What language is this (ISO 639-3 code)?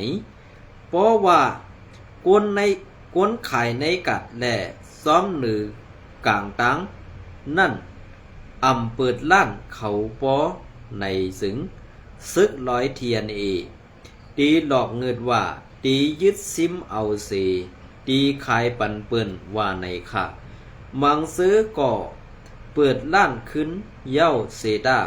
shn